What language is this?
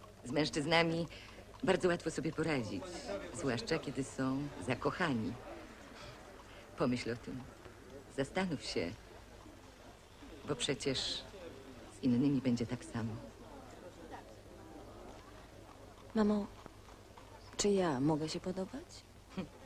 Polish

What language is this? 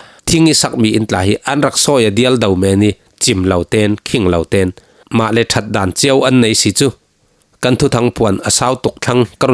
Falam Chin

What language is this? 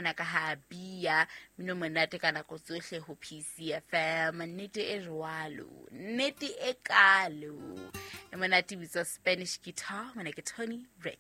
Southern Sotho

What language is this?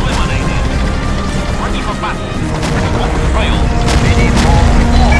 Bavarian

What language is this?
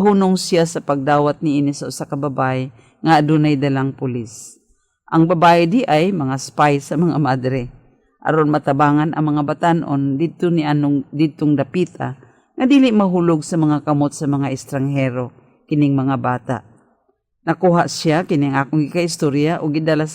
Cebuano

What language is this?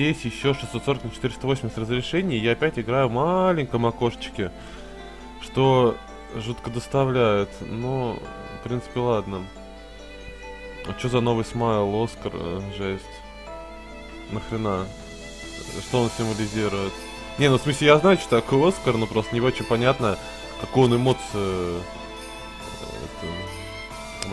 Russian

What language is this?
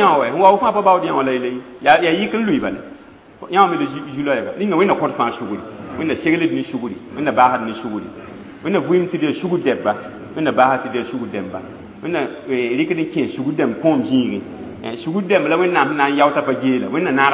Mossi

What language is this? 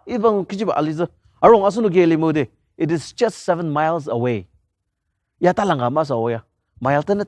Ao Naga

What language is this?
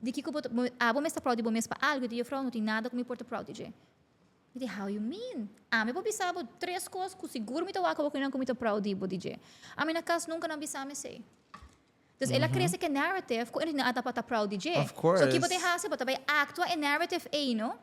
Papiamento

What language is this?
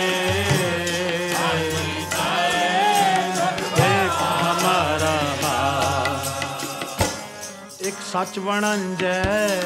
Punjabi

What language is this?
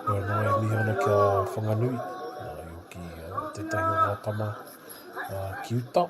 Māori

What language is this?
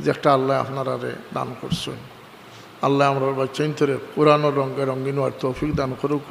Sylheti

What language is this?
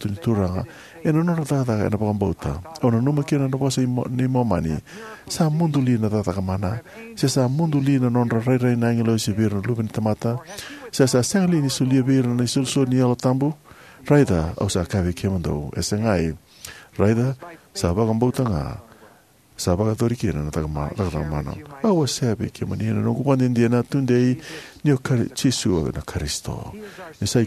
Fijian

